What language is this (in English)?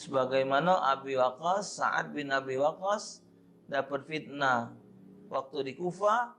Musi